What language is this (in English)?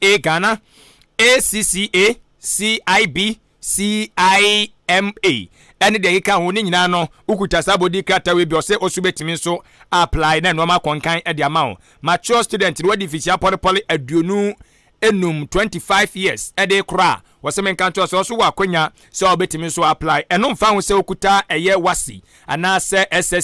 Akan